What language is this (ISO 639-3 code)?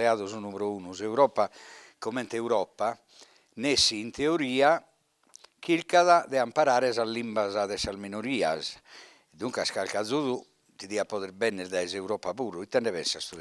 srd